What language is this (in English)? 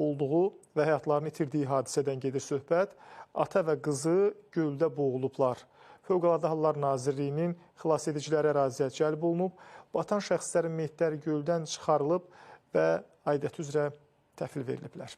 Azerbaijani